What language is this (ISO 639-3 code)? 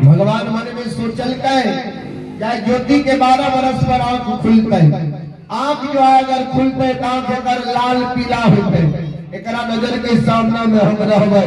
mai